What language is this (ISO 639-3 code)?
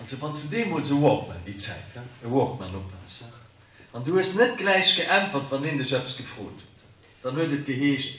ltz